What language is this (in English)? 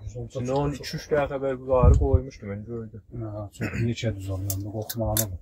South Azerbaijani